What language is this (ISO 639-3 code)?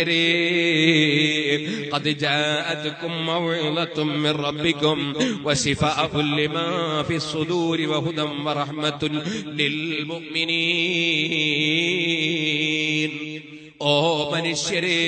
mal